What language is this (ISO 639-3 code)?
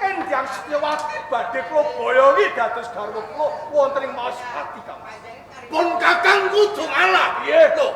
jav